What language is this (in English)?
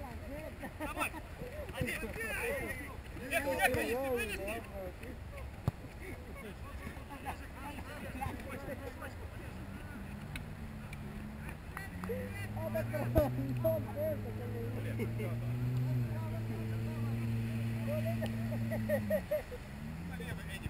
Russian